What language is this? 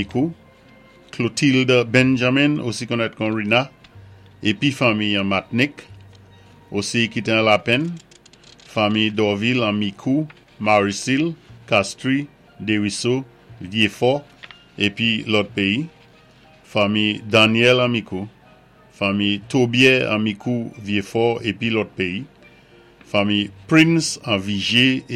Saint Lucian Creole French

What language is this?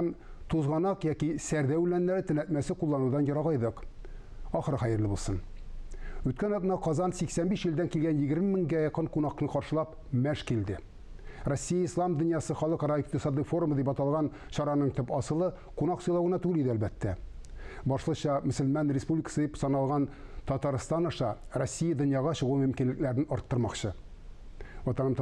Tatar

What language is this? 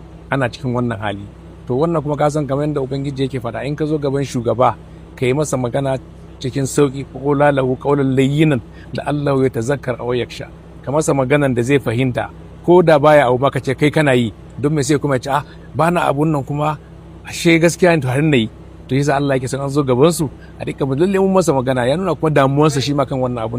Hausa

